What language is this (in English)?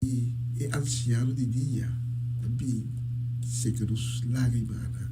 Papiamento